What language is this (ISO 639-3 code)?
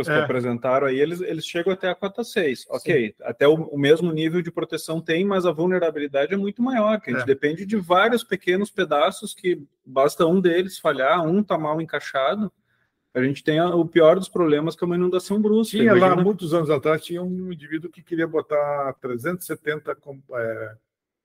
por